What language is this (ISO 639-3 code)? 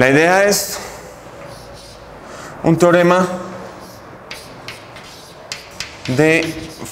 spa